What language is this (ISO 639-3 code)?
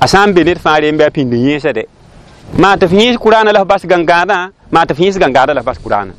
mos